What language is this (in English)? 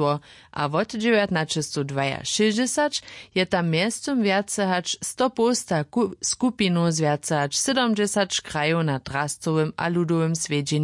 Upper Sorbian